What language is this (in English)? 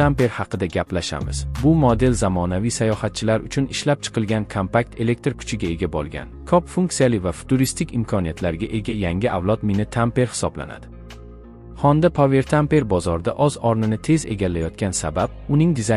Uzbek